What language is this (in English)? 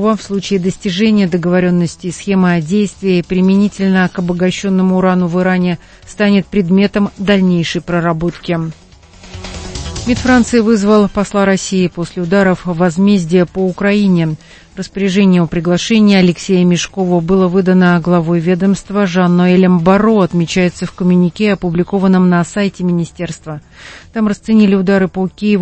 Russian